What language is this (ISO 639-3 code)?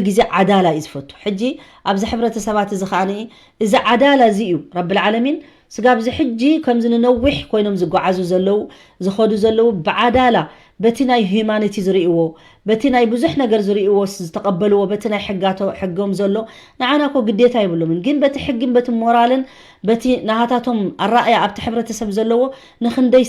tir